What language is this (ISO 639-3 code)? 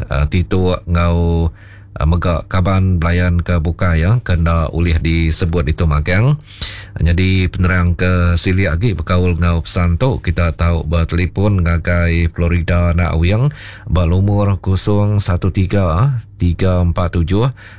iba